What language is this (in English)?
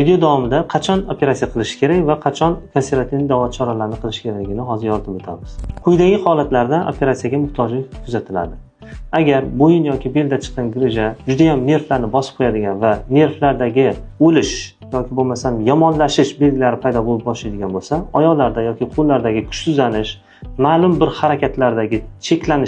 Uzbek